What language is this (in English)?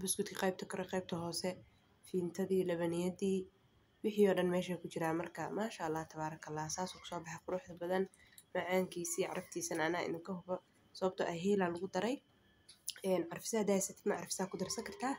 Somali